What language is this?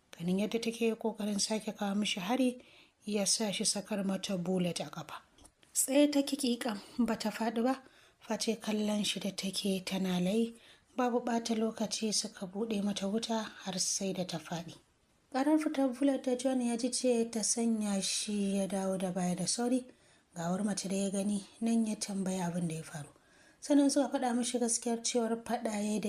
Hausa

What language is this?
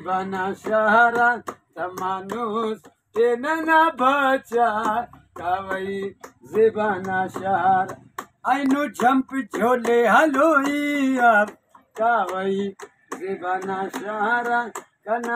Brahui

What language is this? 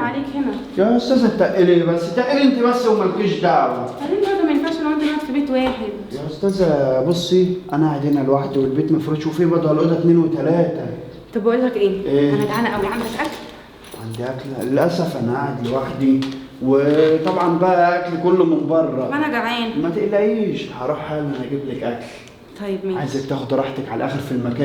Egyptian Arabic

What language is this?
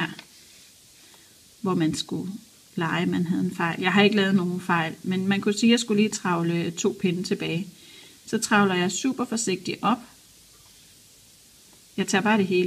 Danish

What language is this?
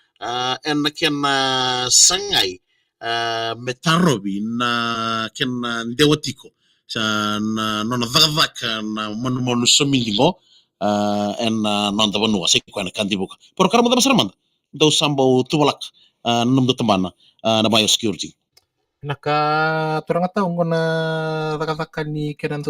Fijian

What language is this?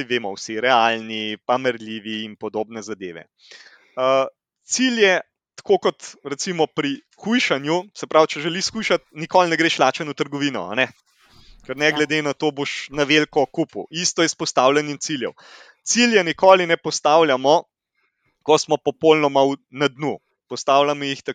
Slovenian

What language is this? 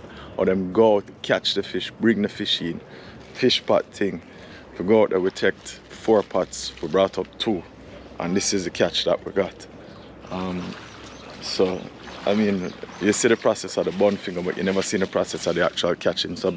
Jamaican Creole English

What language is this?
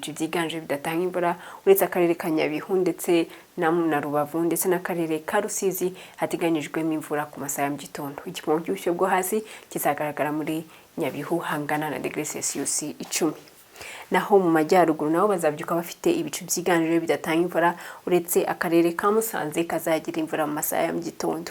Kinyarwanda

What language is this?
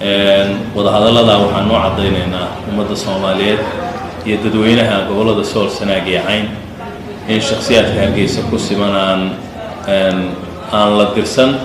Somali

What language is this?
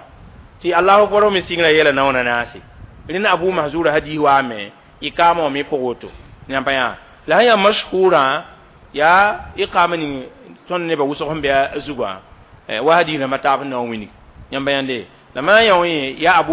Mossi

